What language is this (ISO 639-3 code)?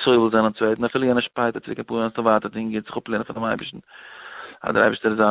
yid